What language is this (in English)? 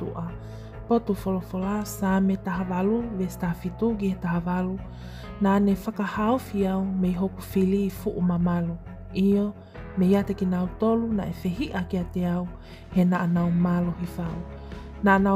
Tongan